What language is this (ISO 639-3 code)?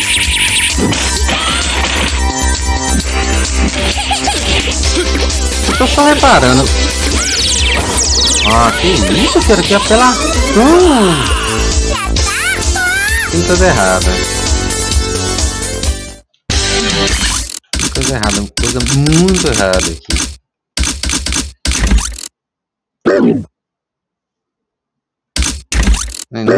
por